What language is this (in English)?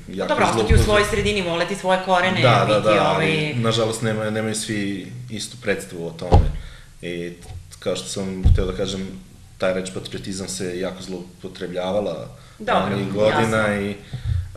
Serbian